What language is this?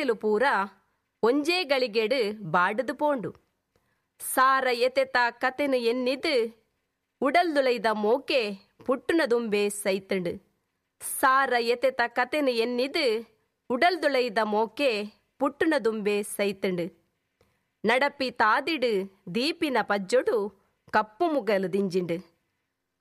Tulu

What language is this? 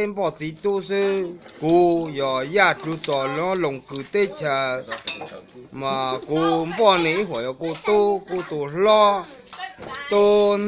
Hmong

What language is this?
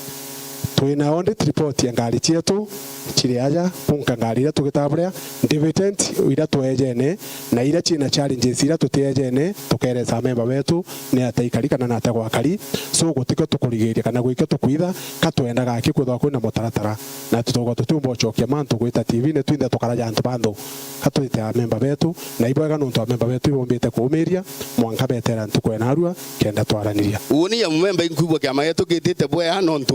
Meru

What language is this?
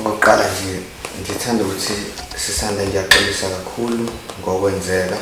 Zulu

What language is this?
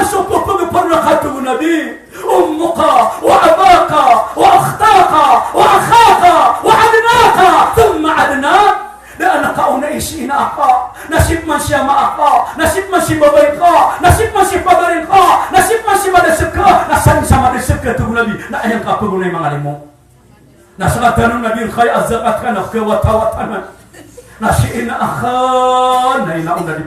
Maranao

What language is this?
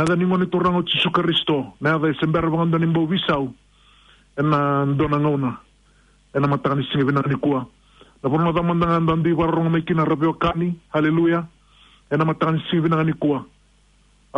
Fijian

